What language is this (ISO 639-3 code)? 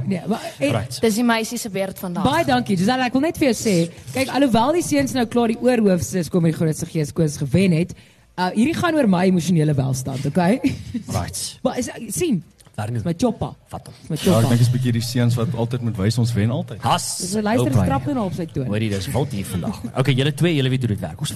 afr